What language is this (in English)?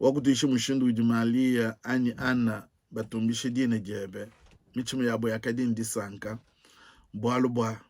Luba-Lulua